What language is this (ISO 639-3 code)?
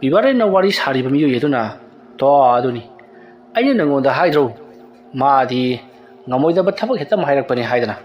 mni